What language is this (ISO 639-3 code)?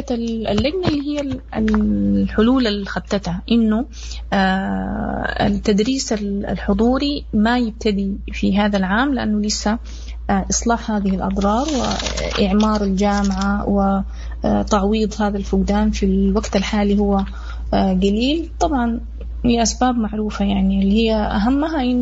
apd